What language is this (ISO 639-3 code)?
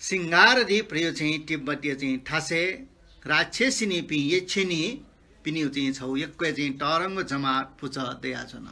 new